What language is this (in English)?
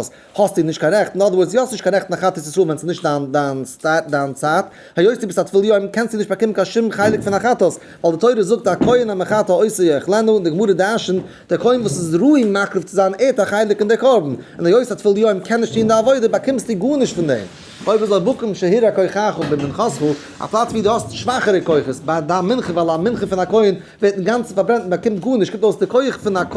Yiddish